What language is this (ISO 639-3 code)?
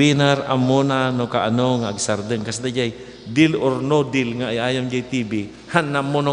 ilo